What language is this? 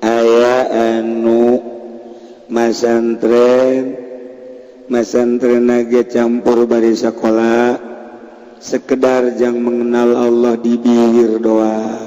Sundanese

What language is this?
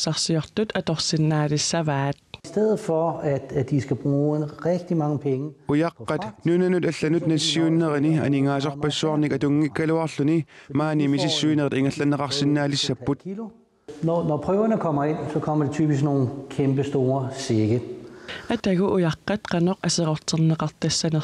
Kalaallisut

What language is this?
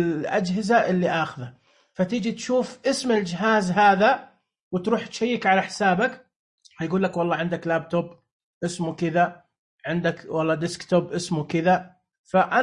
Najdi Arabic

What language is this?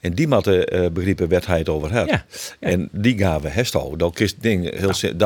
Western Frisian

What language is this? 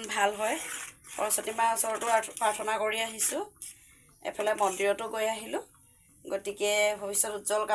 Assamese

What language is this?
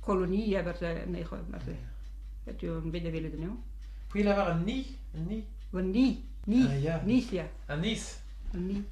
Breton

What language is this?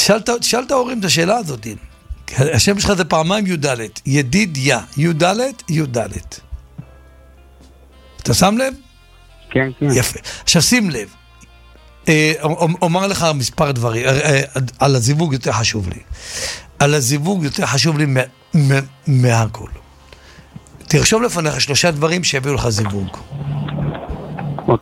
Hebrew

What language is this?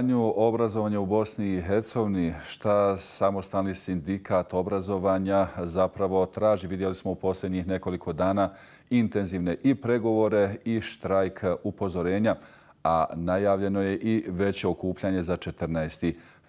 Bosnian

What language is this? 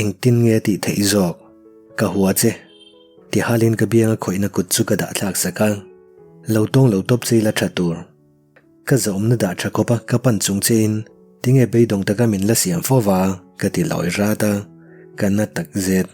Mizo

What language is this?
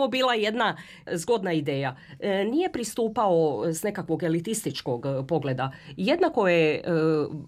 Croatian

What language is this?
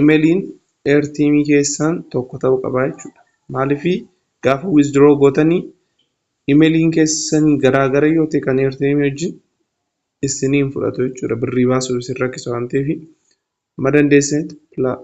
Oromo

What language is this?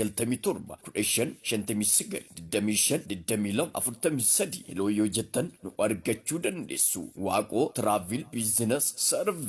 Oromo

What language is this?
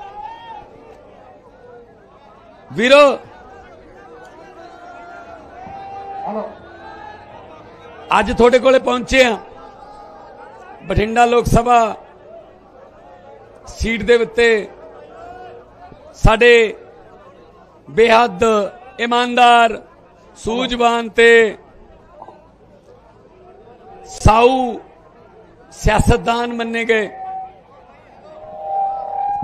Punjabi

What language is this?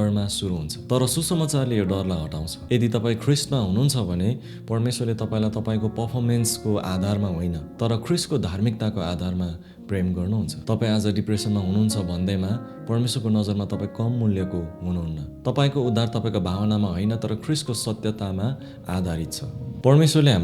Nepali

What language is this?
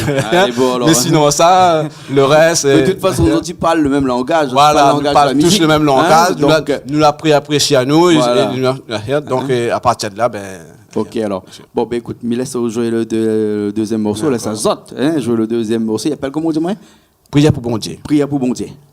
Réunion Creole French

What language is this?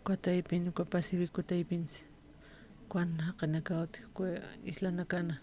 Aymara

